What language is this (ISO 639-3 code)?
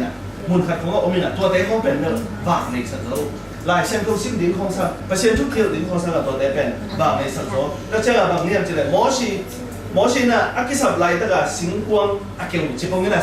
ctd